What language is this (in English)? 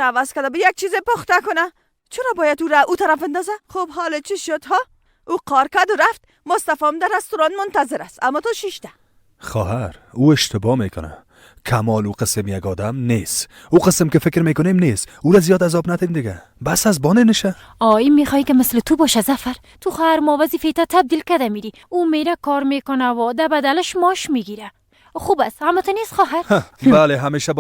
Persian